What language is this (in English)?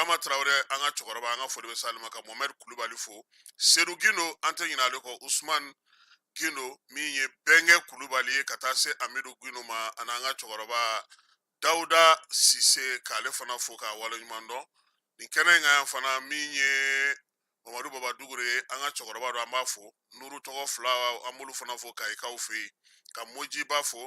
Bambara